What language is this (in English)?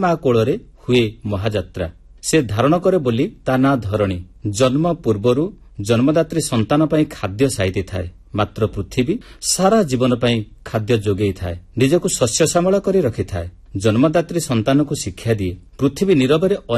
Odia